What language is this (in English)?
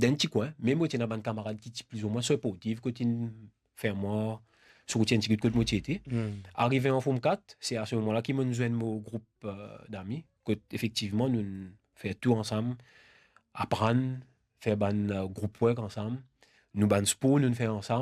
Morisyen